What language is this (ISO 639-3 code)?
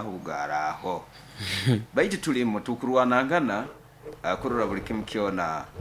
nyo